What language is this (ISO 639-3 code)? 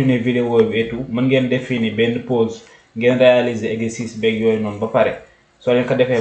wol